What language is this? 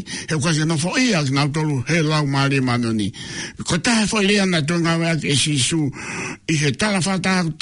Tongan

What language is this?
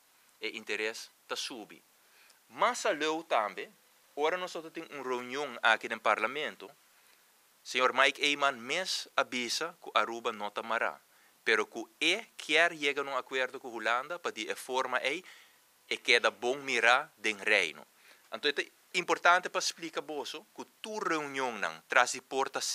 Papiamento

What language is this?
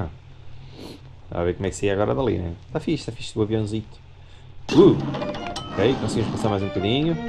Portuguese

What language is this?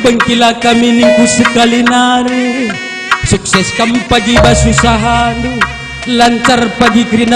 Batak Karo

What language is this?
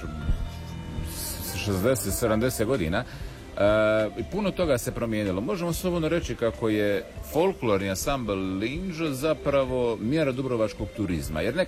Croatian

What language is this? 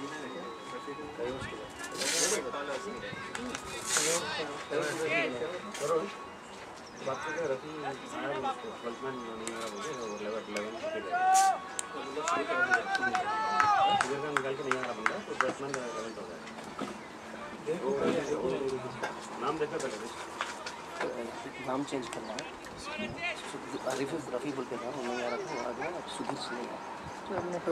Hindi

